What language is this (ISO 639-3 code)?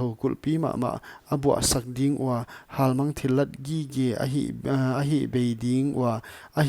pck